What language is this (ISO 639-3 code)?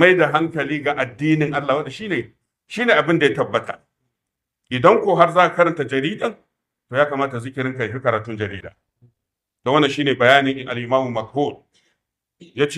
hau